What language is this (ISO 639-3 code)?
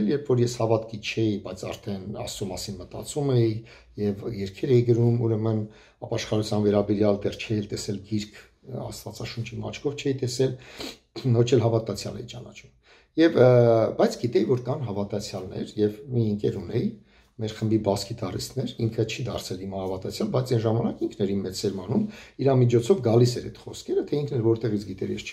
hye